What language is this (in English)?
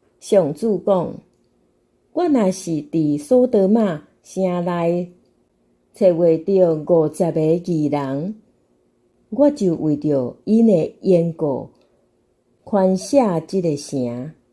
Min Nan Chinese